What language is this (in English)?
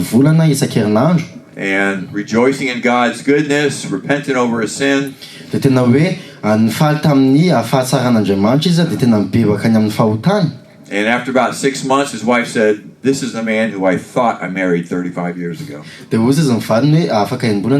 Malagasy